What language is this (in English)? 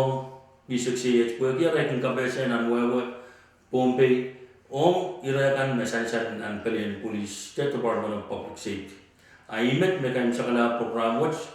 Pohnpeian